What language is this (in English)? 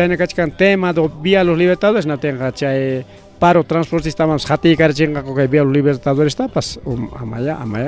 Ayacucho Quechua